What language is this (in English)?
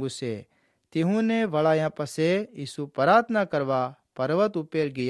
Gujarati